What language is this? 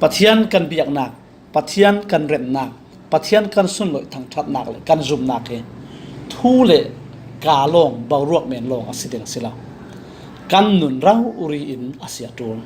Falam Chin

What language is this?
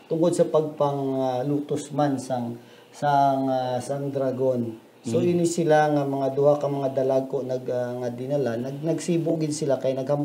Hiligaynon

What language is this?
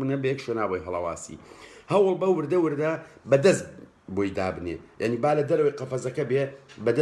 Central Kurdish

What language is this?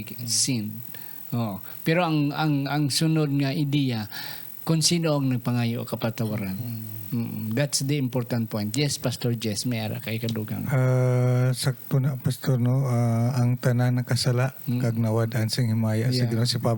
Hiligaynon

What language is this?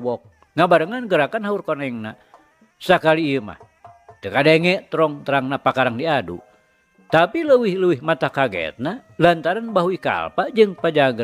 Sundanese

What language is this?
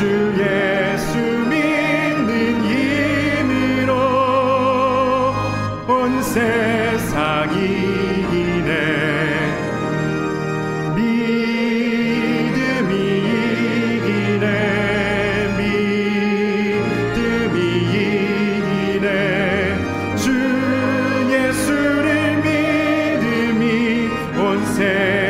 Korean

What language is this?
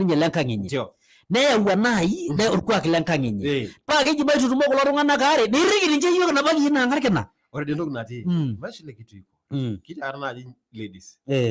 Masai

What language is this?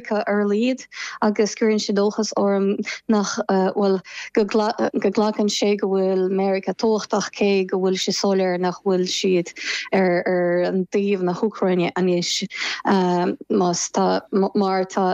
Irish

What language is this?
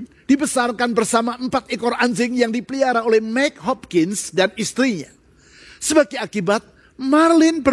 Indonesian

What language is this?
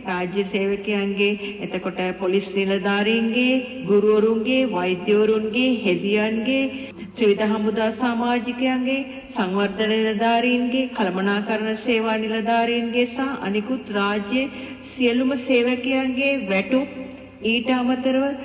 Sinhala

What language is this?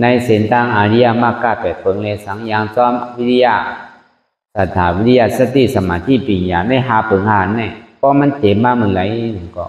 Shan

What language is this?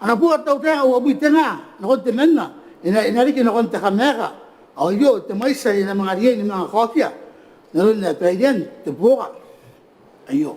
Gilbertese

